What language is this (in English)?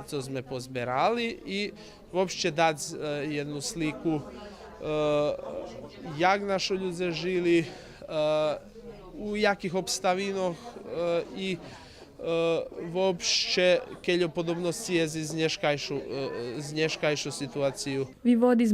Rusyn